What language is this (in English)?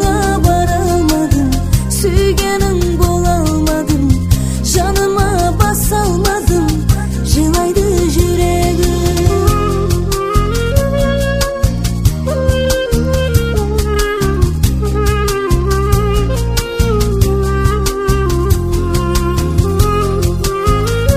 Kazakh